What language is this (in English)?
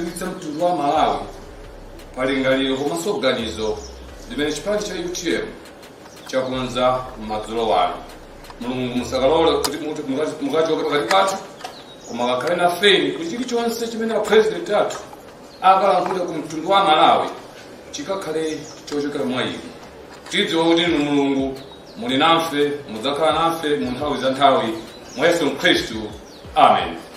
Nyanja